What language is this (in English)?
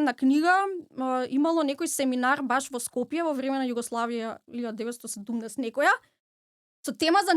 Macedonian